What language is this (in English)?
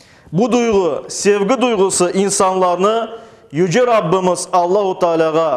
Crimean Tatar